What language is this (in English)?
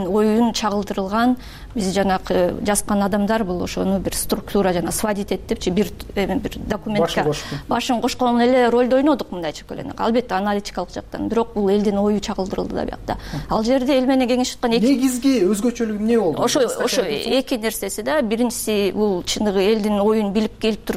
Kyrgyz